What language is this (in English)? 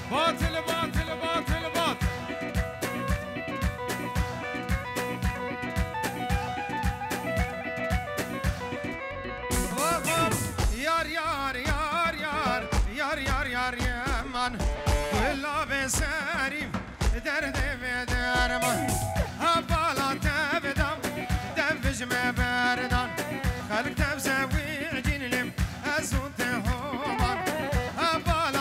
Persian